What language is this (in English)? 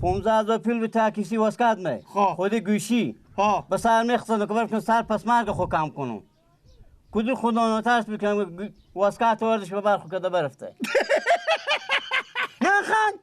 Persian